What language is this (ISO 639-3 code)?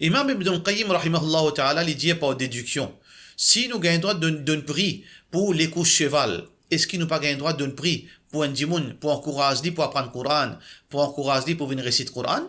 mfe